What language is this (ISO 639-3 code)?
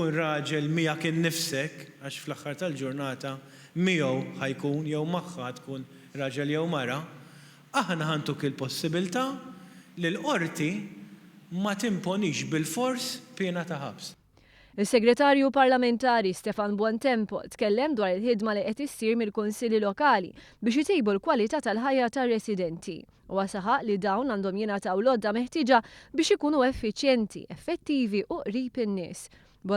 mlt